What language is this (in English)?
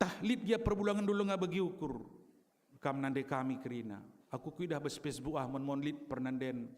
Batak Karo